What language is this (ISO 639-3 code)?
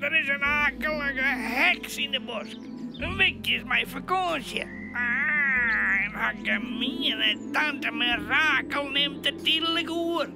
fry